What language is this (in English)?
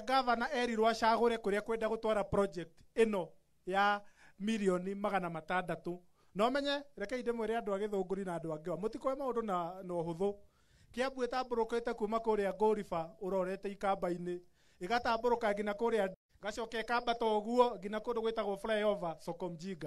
Kikuyu